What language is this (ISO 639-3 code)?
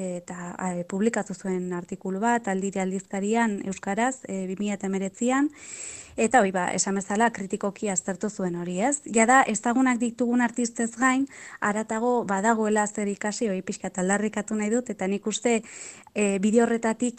eus